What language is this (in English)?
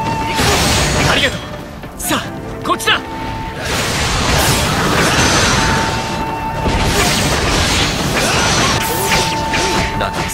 Japanese